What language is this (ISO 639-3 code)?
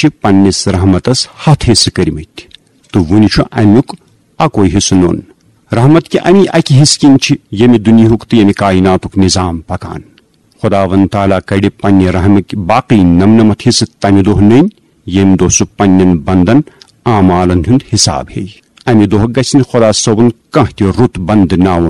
kas